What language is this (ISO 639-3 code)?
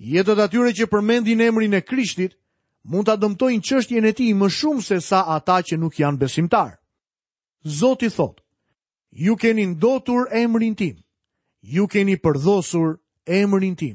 sqi